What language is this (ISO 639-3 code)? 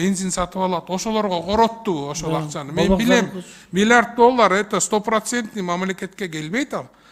kir